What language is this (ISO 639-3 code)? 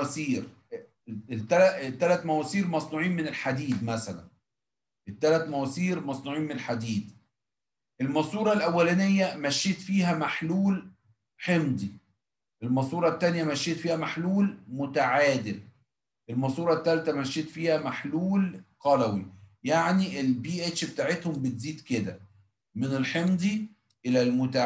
arz